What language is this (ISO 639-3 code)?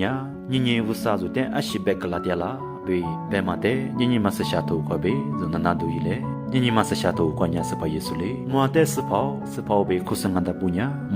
lis